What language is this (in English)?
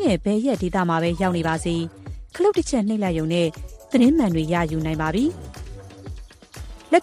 Burmese